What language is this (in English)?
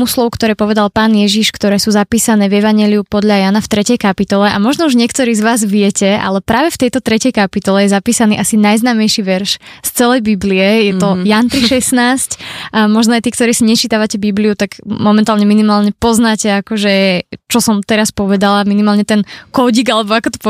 Slovak